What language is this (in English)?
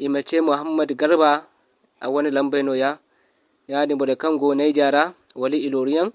Zarma